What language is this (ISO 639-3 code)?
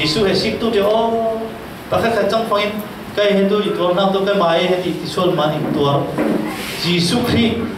cfm